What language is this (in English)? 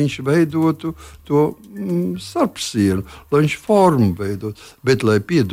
Latvian